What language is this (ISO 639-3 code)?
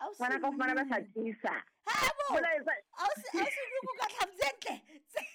sot